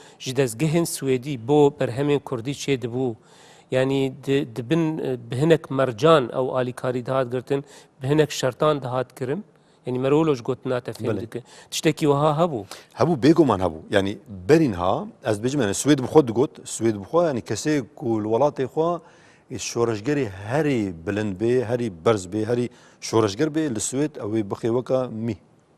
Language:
Kurdish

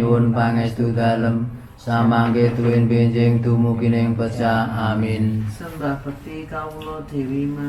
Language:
Javanese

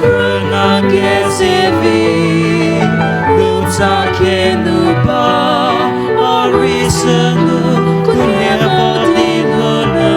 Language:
Poumei Naga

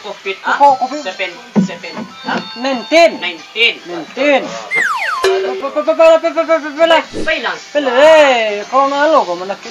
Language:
Minangkabau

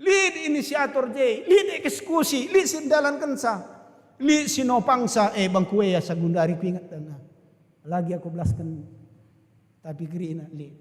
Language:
Batak Karo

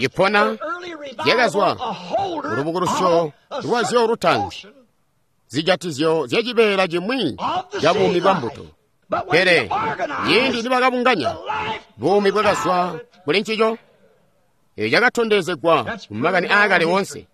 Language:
Tonga (Zambia)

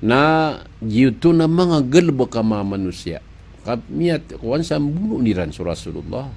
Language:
Maranao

